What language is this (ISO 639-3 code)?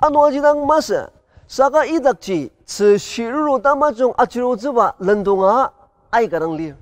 njo